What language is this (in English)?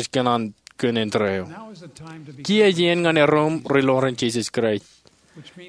Marshallese